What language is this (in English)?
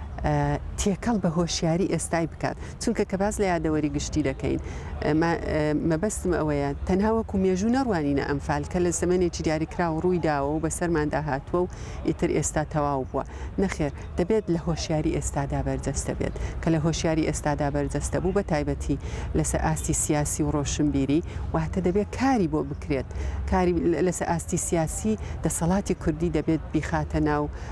Central Kurdish